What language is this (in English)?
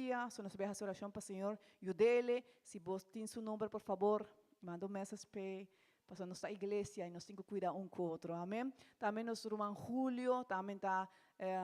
Papiamento